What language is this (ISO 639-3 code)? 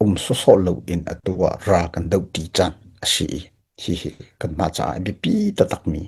cnh